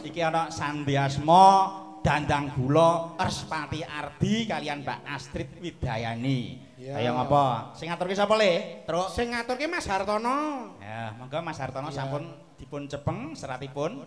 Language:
Javanese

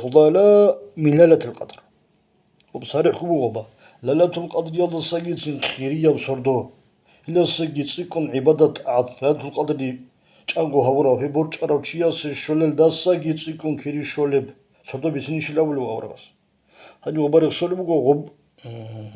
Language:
Avaric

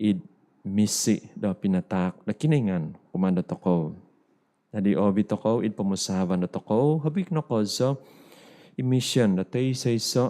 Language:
Central Dusun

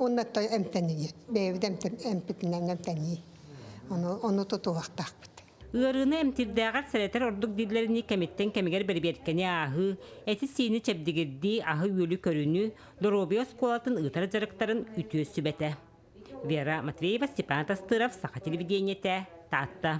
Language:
Yakut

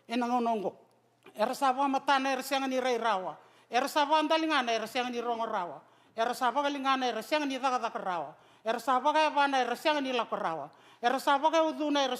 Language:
Fijian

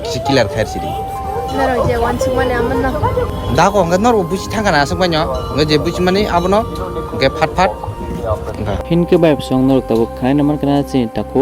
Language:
Kok Borok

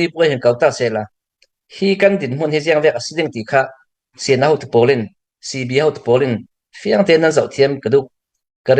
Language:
Hakha Chin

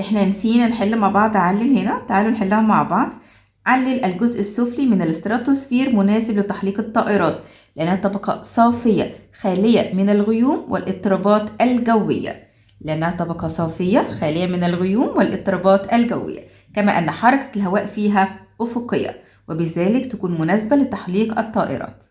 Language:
Egyptian Arabic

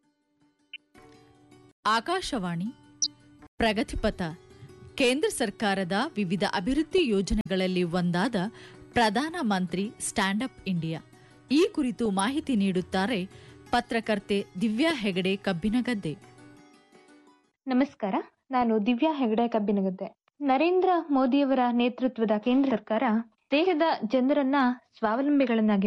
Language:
Kannada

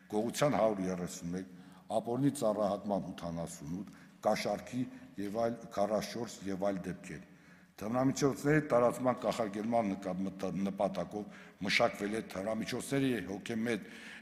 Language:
Armenian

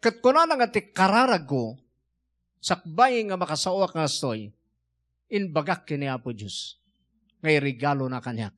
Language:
Iloko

